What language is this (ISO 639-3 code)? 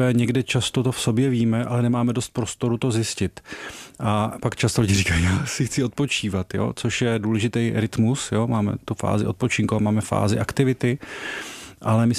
ces